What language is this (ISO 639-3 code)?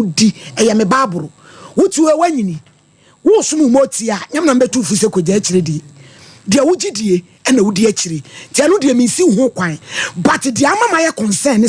aka